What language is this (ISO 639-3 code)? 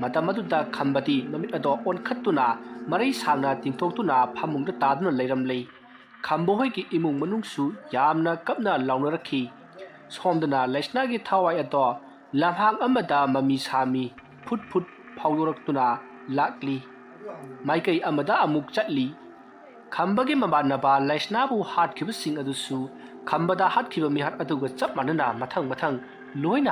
mni